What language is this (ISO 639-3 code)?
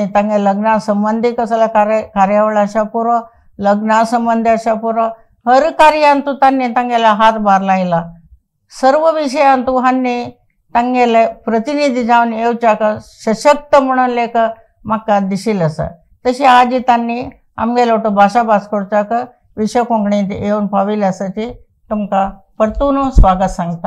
kok